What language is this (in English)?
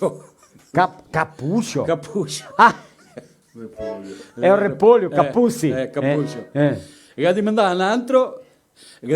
Venetian